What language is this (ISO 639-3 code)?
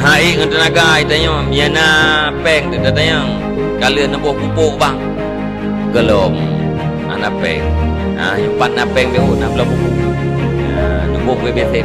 ace